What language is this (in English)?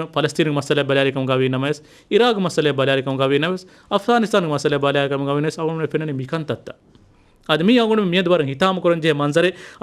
Divehi